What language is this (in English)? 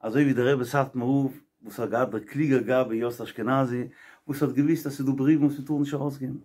Yiddish